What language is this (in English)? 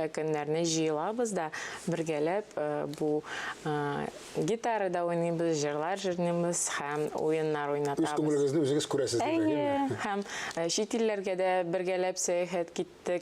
Tatar